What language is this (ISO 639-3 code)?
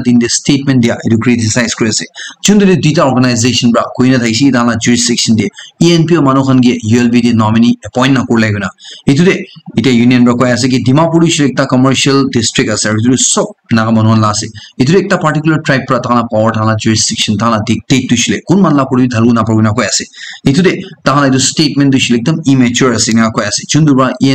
nag